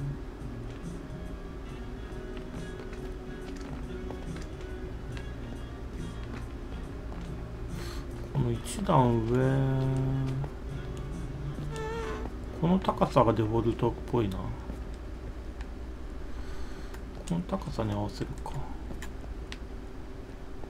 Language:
Japanese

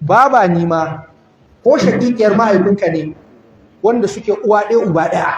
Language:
Hausa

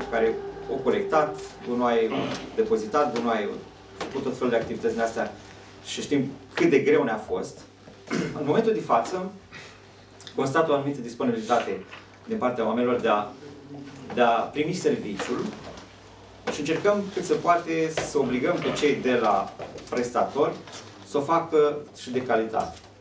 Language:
Romanian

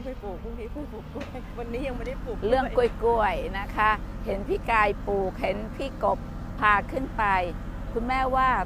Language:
Thai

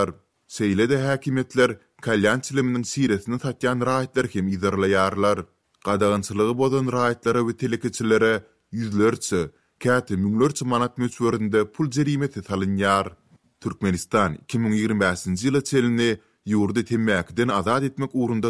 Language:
Turkmen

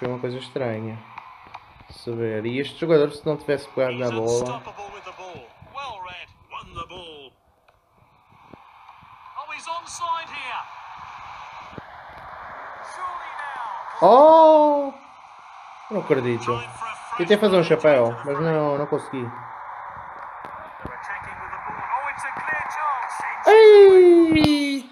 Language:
Portuguese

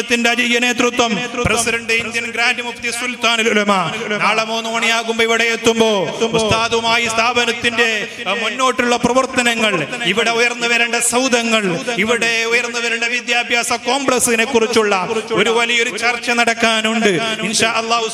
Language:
Malayalam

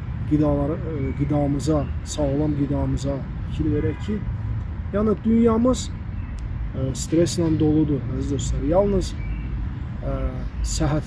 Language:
Azerbaijani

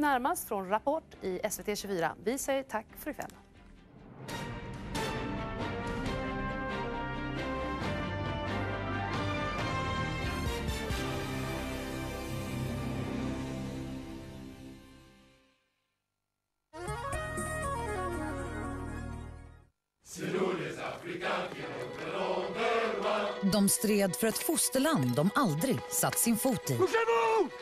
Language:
Swedish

